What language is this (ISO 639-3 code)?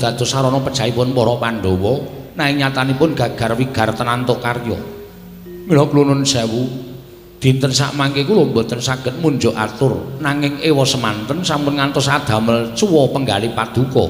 jav